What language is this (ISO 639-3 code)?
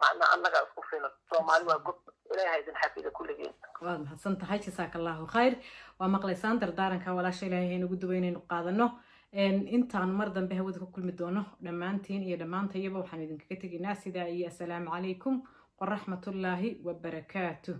som